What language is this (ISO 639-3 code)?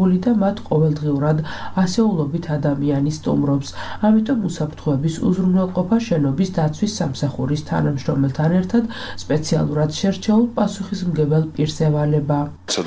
kat